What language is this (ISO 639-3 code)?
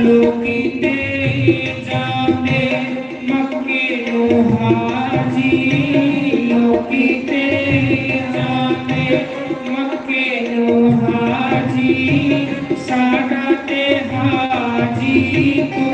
doi